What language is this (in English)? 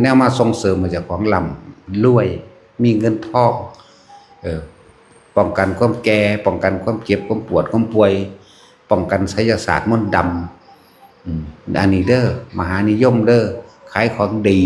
Northeastern Thai